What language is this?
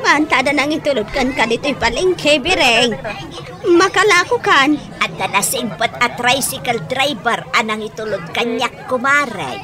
Iloko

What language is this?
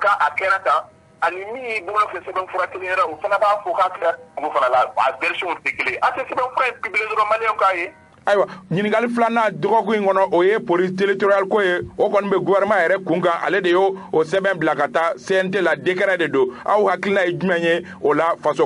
Bambara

